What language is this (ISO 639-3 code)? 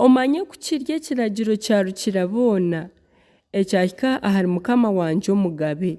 nyn